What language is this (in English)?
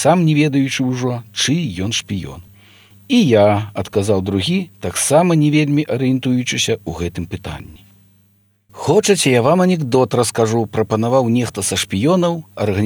Belarusian